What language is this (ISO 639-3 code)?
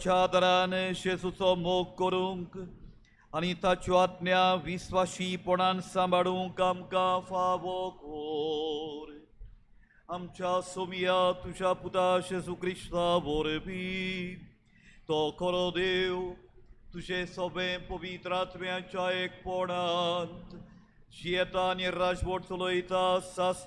kok